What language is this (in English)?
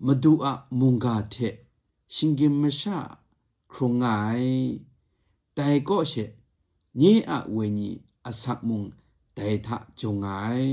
Kachin